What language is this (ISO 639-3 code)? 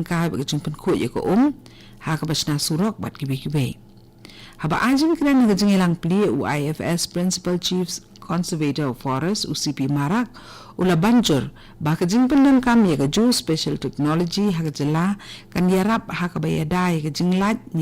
kha